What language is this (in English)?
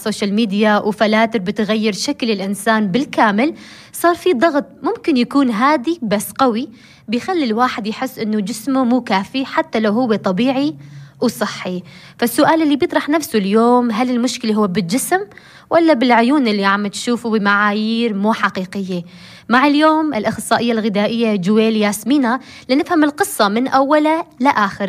North Levantine Arabic